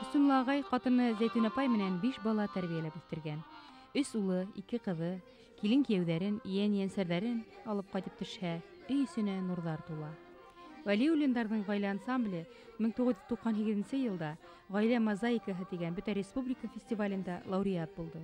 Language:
Bashkir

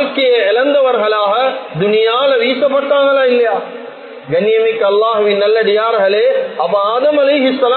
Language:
Tamil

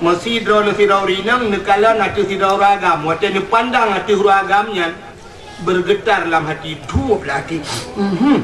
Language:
Achinese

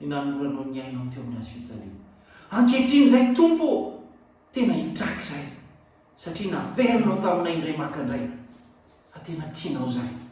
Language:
Malagasy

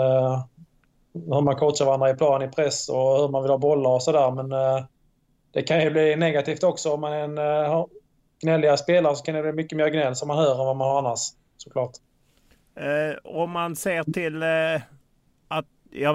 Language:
Swedish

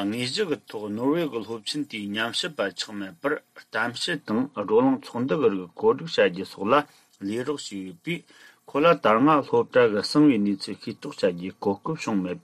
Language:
Tibetan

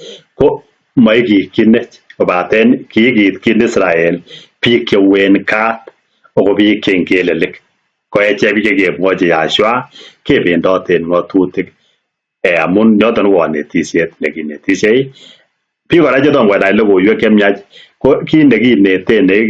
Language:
Kalenjin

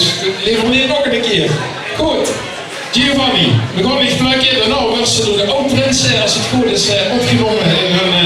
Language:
Limburgish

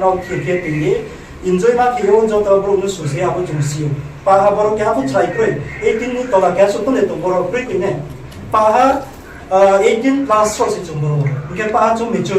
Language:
Riang (India)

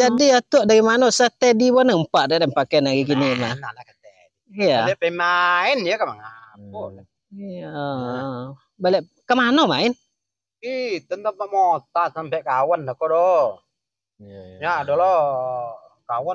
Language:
Minangkabau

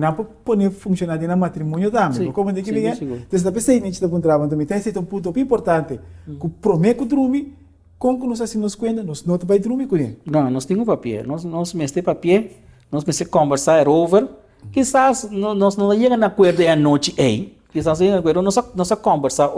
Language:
Papiamento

